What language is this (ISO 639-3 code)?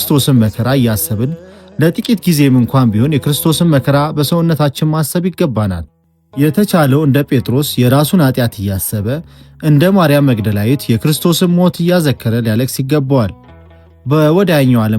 amh